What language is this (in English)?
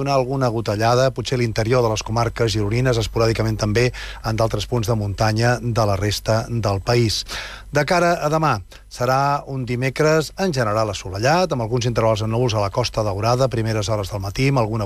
Catalan